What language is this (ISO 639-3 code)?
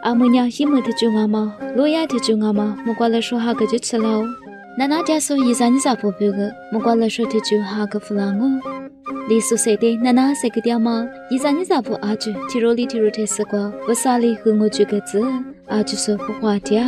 lis